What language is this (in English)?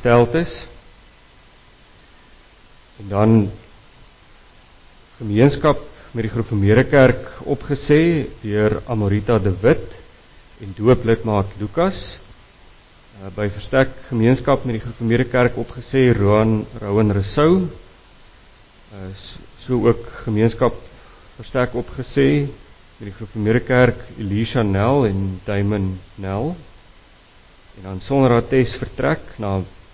Afrikaans